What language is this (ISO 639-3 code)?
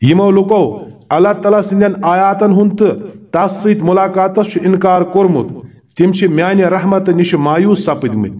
kas